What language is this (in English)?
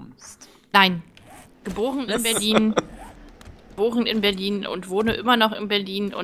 German